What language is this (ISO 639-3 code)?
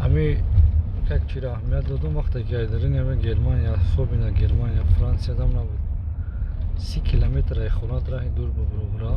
tgk